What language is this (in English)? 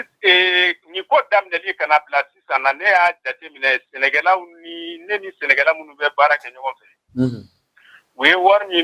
Bambara